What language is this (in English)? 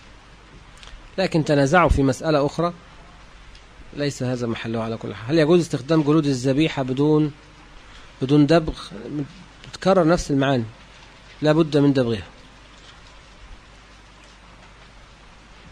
Arabic